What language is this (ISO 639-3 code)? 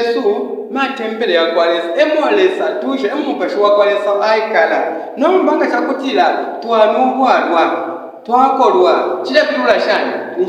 bem